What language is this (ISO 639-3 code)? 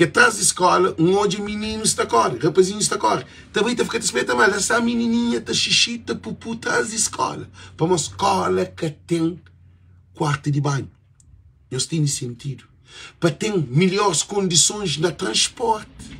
kea